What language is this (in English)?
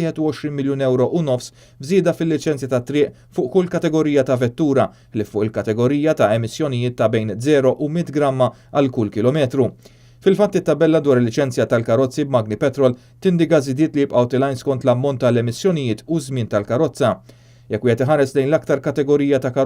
Maltese